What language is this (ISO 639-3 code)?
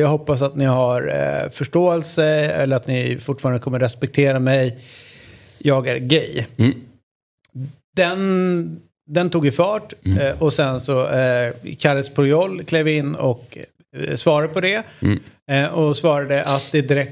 swe